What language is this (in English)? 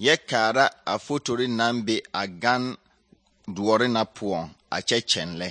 Southern Dagaare